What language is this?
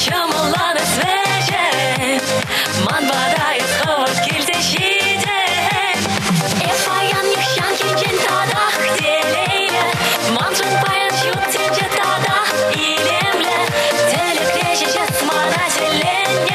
Chuvash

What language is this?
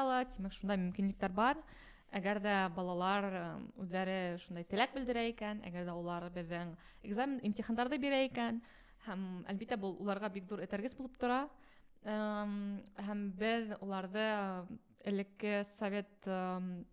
Bashkir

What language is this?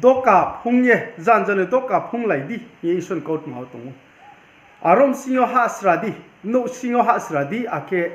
Riang (India)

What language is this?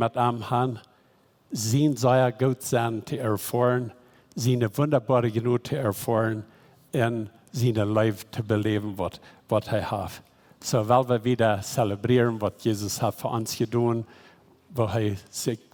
Plautdietsch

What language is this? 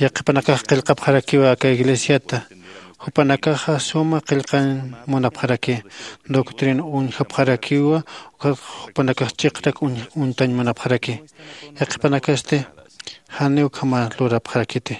Aymara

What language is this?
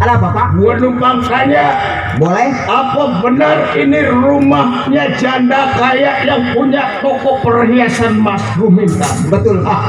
Betawi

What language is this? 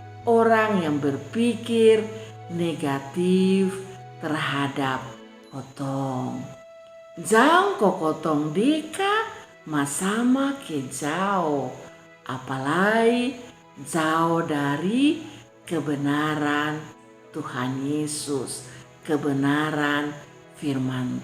Kupang Malay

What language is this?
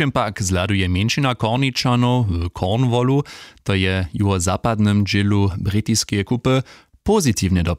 Upper Sorbian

